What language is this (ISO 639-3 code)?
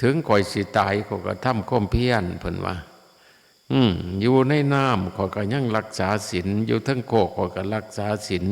tts